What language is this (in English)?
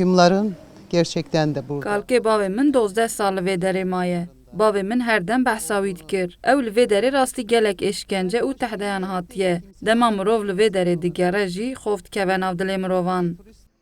Kurdish